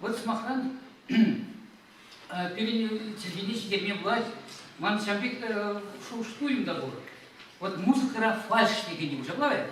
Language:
Chuvash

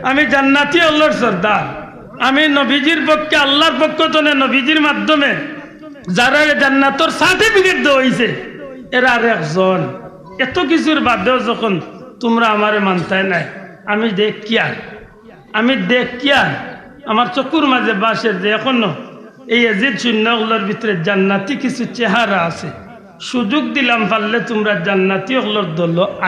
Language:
Sylheti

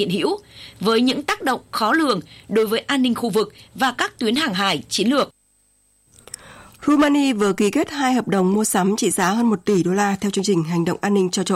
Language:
Vietnamese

